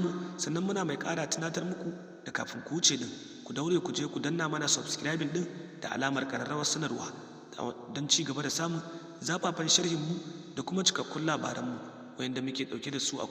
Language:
Hausa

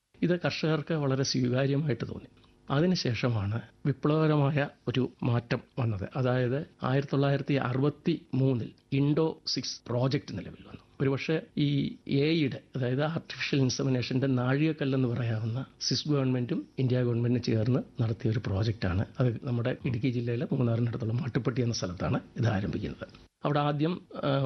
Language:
Malayalam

